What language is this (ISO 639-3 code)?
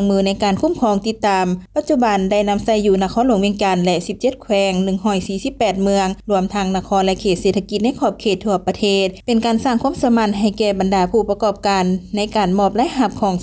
lao